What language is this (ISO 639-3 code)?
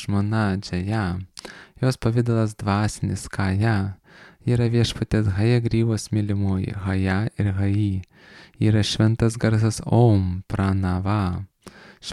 lit